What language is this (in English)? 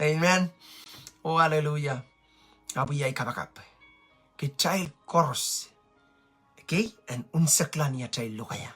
Pohnpeian